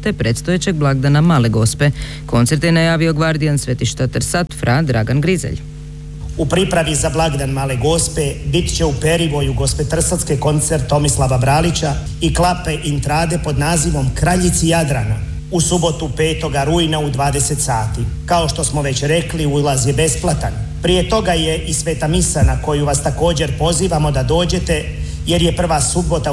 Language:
Croatian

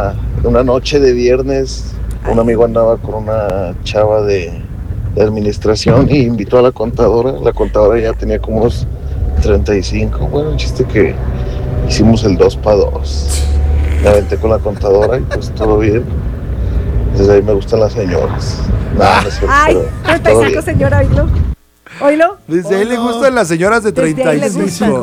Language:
Spanish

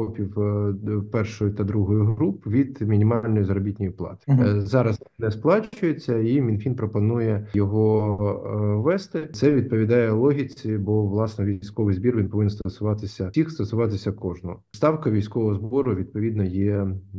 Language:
Ukrainian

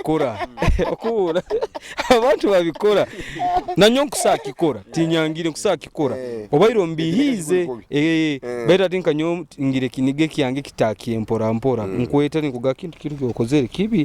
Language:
Nyoro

